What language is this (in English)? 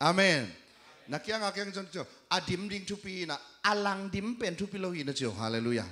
Tedim Chin